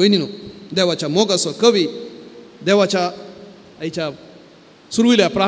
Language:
Konkani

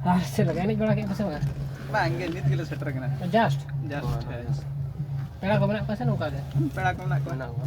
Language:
Santali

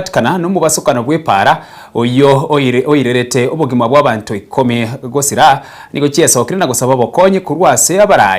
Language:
Gusii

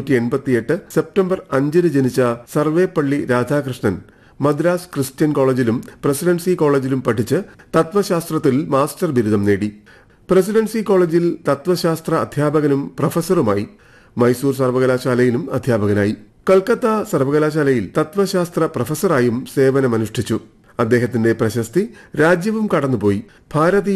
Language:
Malayalam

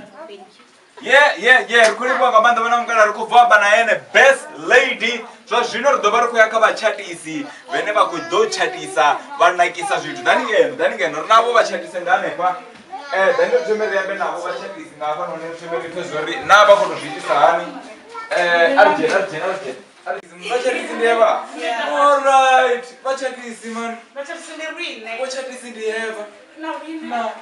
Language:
Venda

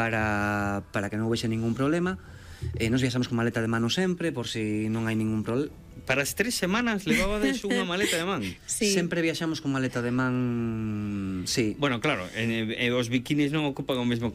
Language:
Galician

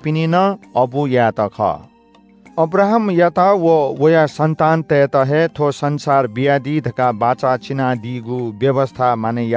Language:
Newari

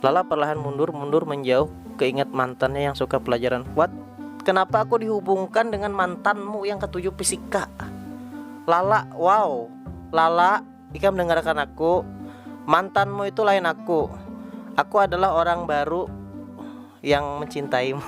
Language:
Banjar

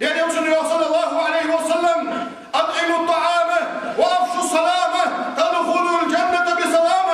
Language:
Ingush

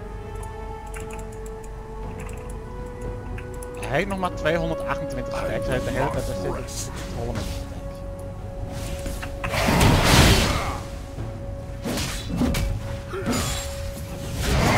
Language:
Dutch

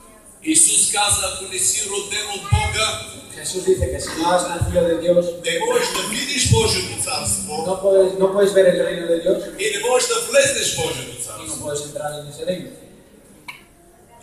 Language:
Bulgarian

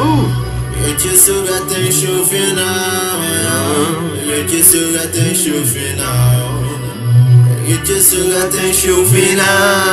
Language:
Portuguese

